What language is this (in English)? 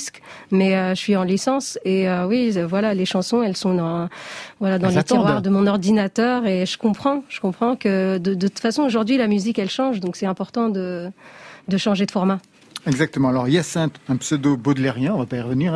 French